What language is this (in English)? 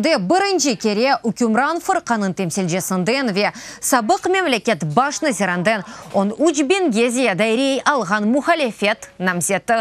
Crimean Tatar